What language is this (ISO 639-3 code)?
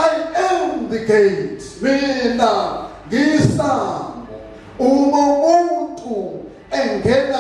zul